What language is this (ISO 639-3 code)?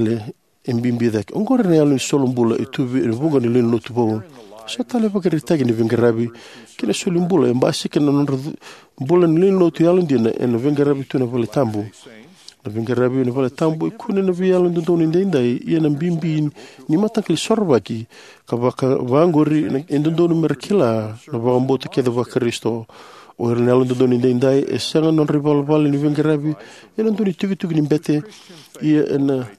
fij